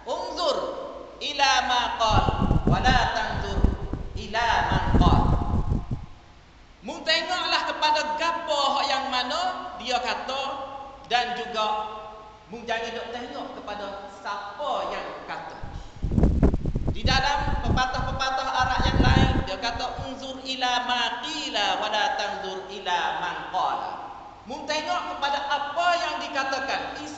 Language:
Malay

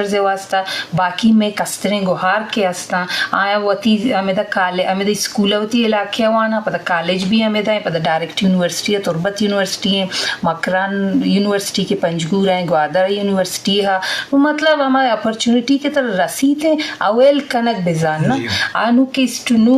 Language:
Eastern Balochi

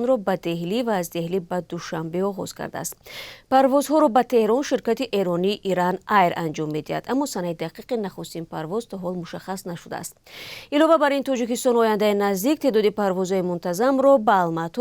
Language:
Tajik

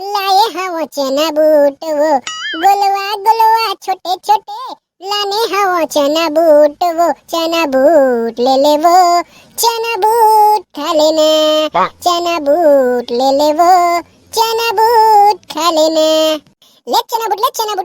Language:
Chhattisgarhi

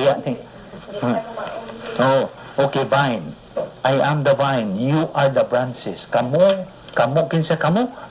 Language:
Cebuano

